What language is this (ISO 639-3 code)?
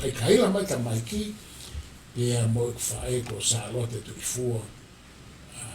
ton